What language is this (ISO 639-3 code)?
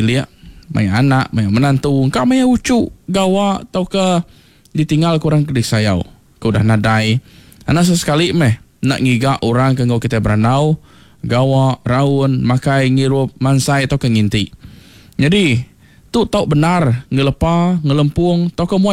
iba